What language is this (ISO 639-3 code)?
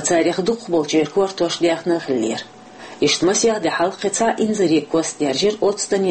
che